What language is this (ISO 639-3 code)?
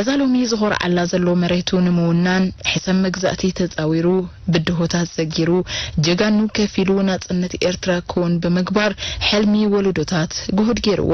tir